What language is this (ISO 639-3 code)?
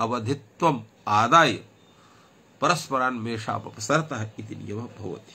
san